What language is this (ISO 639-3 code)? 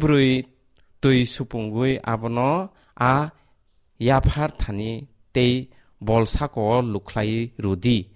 trp